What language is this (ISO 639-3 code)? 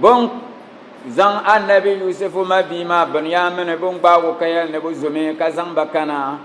dag